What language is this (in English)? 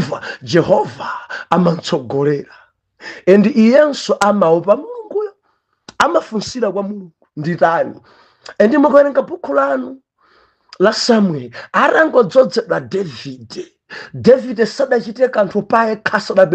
Nyanja